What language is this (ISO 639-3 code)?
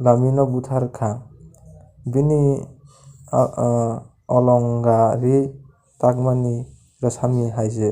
trp